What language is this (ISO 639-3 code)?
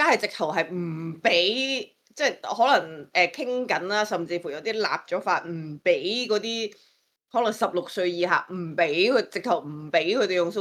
yue